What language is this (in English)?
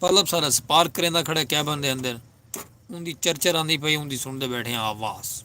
Saraiki